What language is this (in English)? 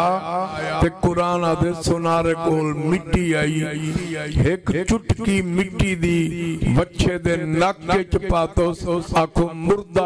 Saraiki